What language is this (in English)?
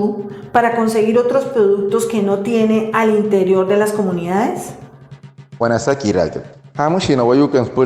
Wayuu